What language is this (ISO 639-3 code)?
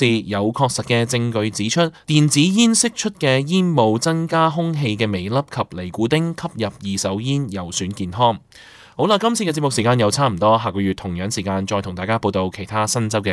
yue